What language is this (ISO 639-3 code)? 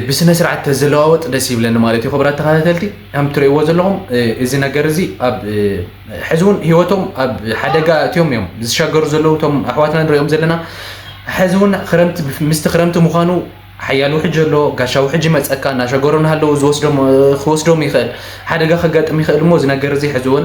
tir